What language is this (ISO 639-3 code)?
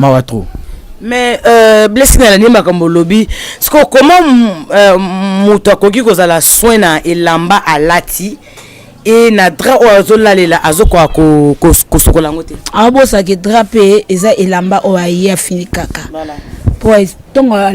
lin